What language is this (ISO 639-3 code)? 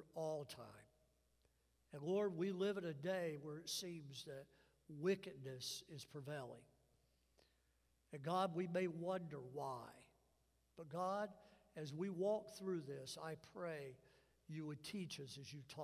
eng